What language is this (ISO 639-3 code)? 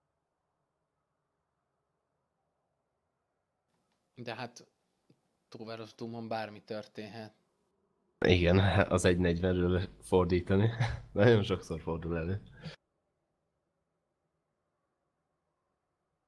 hun